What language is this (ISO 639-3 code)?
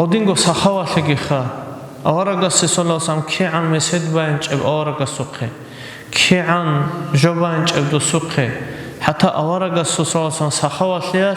ava